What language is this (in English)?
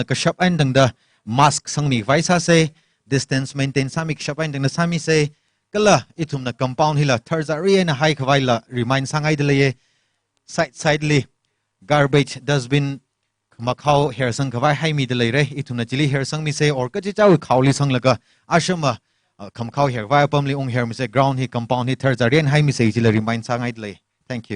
Tangkhul Naga (India)